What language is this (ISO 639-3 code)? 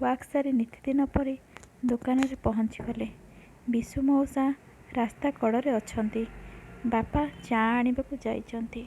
ori